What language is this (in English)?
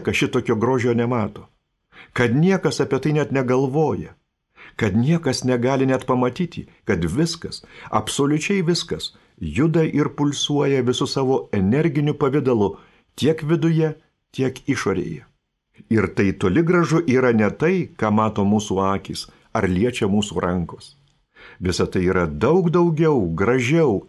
Lithuanian